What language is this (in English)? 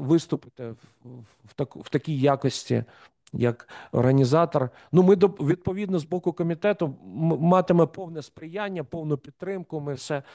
Ukrainian